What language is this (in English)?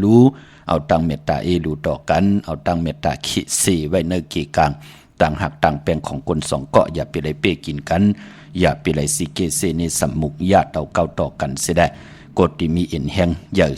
Shan